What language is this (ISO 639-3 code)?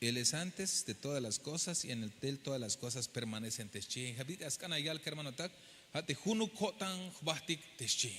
tzh